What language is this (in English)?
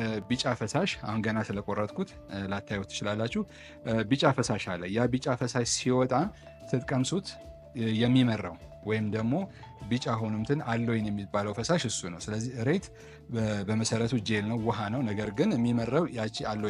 Amharic